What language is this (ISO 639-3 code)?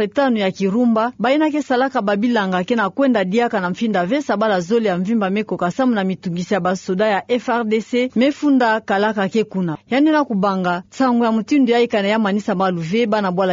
ktu